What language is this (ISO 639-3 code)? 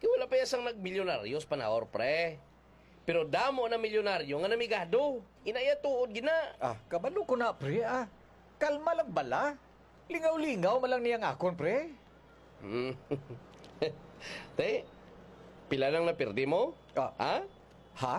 hil